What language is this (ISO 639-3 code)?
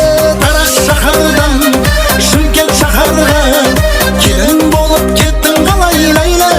kaa